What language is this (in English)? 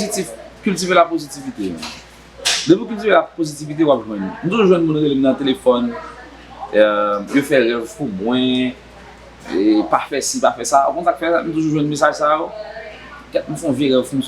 Haitian Creole